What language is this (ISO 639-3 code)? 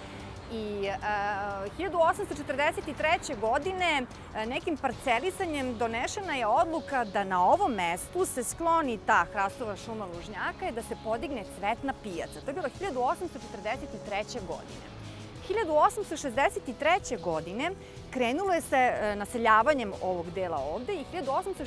srp